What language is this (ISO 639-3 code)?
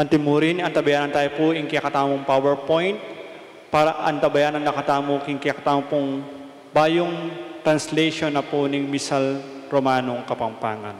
pam